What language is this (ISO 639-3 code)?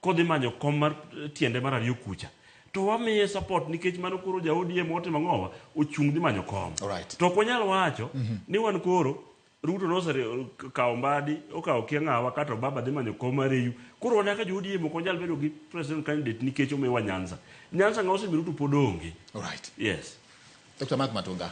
luo